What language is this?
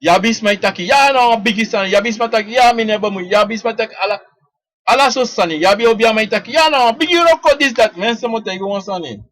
Sranan Tongo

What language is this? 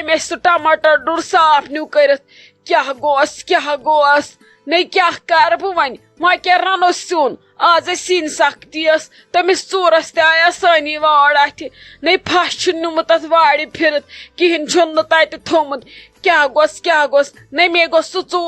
Kashmiri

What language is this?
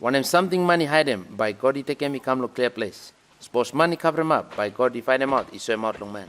Bislama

